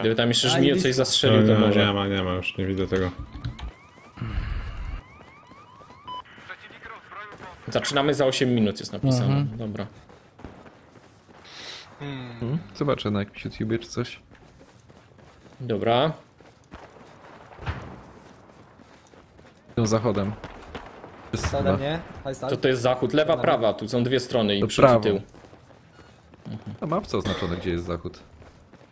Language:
Polish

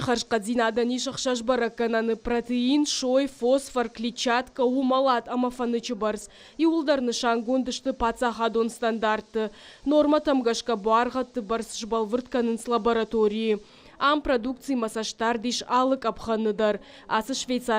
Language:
Ossetic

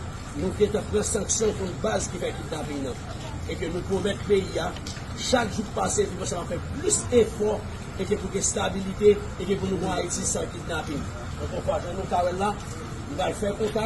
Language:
Haitian Creole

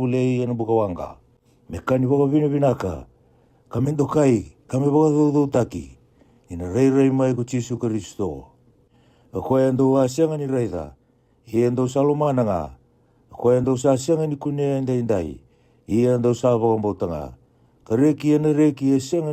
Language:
Fijian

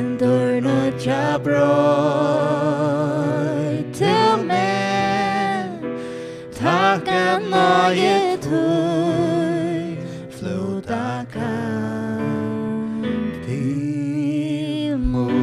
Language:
Faroese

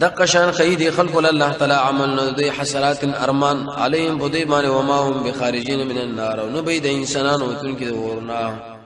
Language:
Pashto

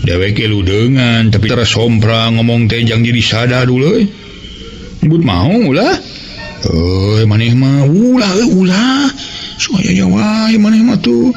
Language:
Sundanese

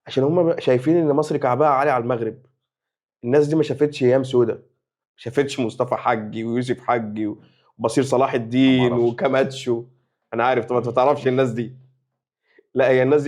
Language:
Egyptian Arabic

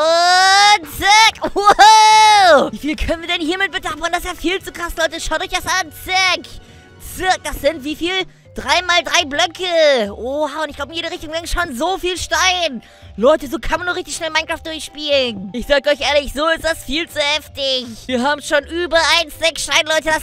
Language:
German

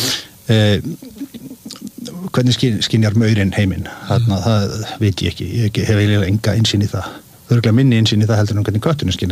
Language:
Icelandic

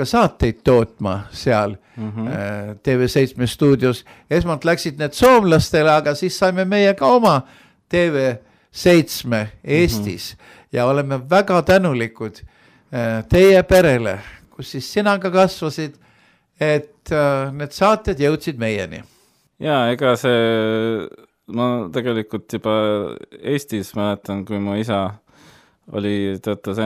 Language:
Estonian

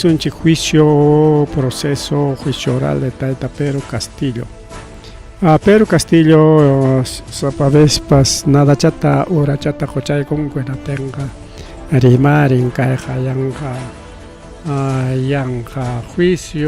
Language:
Ayacucho Quechua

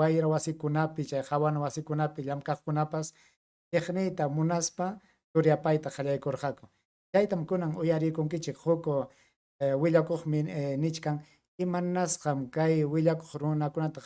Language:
Ayacucho Quechua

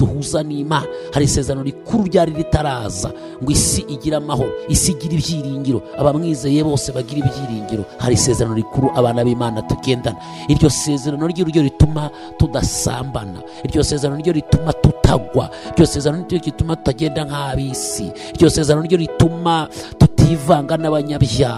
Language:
Kinyarwanda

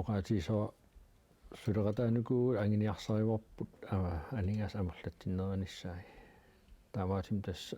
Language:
Kalaallisut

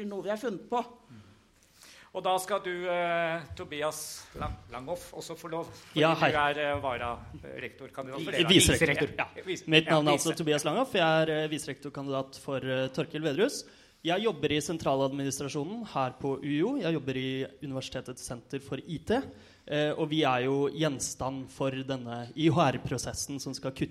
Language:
Norwegian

